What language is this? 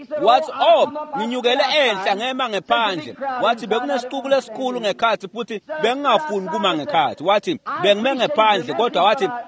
Swati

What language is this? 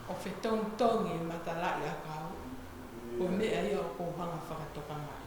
Tongan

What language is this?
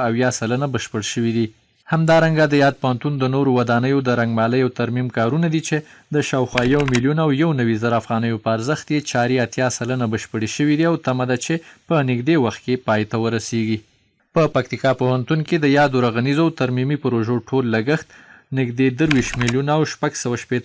Pashto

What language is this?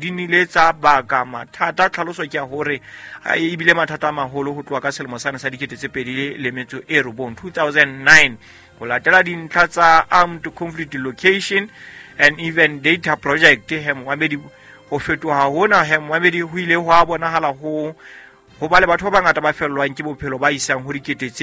Southern Sotho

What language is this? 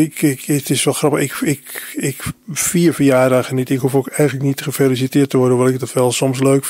Dutch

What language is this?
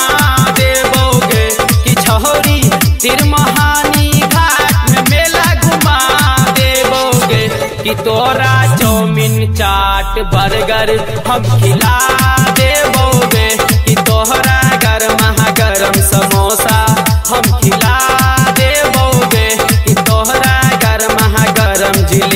Bhojpuri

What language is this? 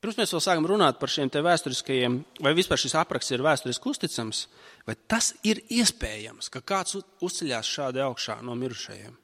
Latvian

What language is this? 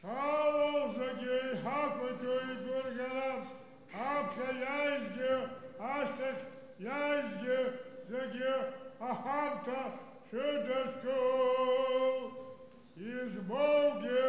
Abkhazian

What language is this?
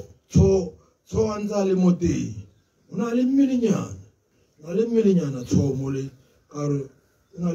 Tswana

